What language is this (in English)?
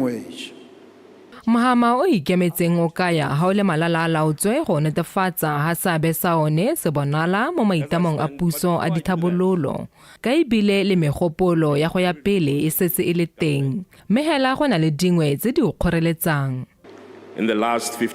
Tswana